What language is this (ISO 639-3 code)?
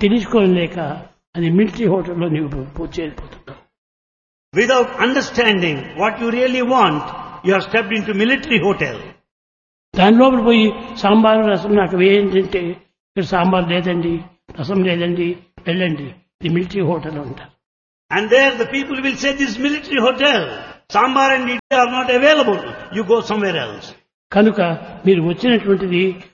tel